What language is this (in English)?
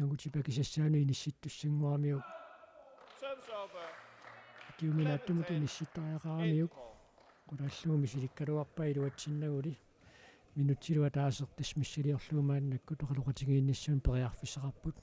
Kalaallisut